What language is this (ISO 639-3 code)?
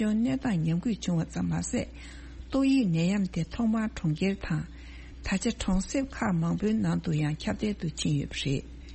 bod